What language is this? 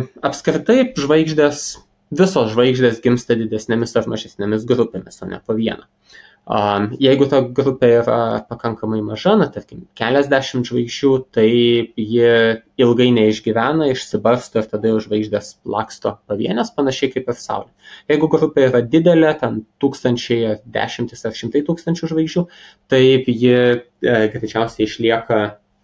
Lithuanian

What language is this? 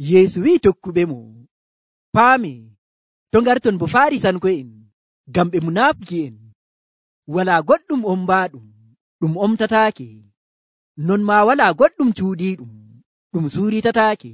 Nigerian Fulfulde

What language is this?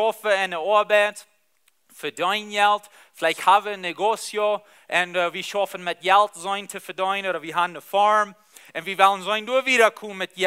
Plautdietsch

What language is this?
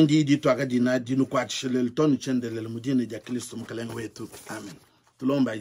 Luba-Lulua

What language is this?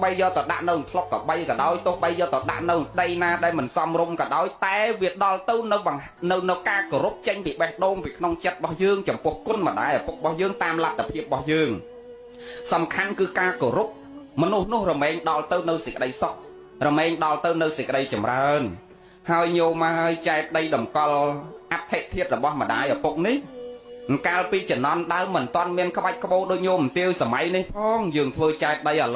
Khmer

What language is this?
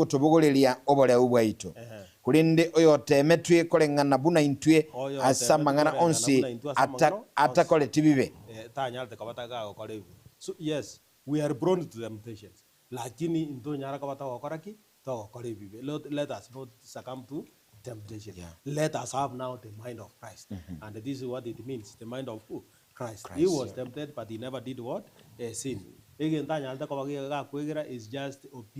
Gusii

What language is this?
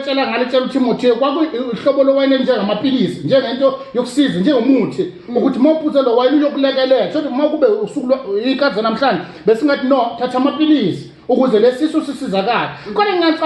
Zulu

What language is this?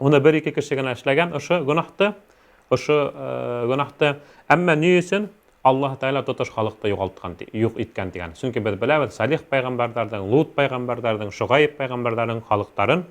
Bashkir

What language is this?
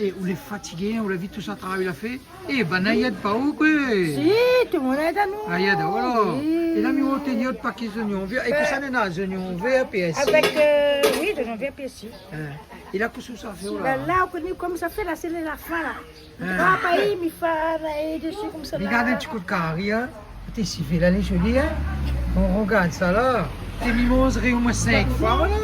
Réunion Creole French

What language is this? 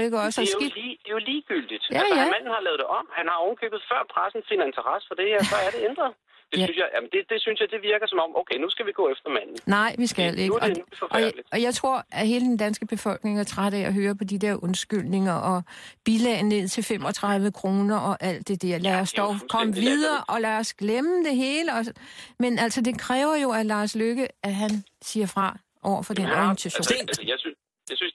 Danish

